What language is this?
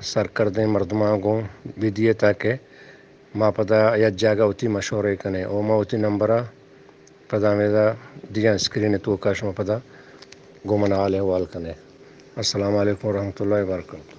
Eastern Balochi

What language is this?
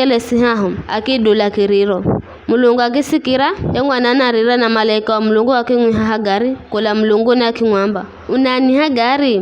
Giryama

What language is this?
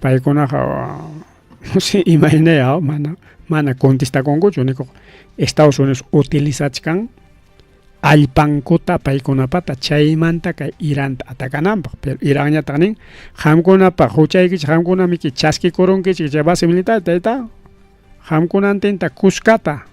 Ayacucho Quechua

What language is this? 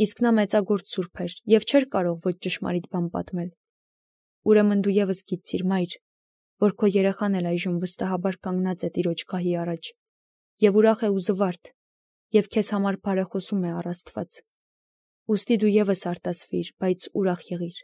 Armenian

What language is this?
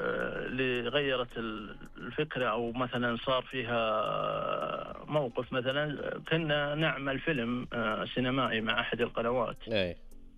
Najdi Arabic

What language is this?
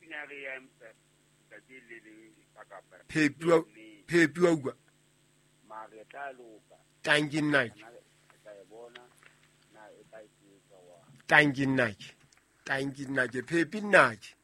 Southern Sotho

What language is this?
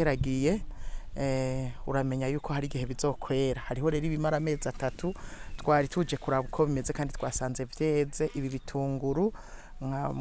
Rundi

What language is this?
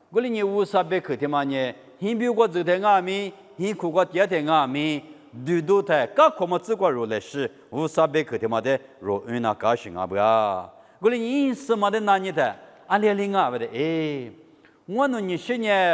Lisu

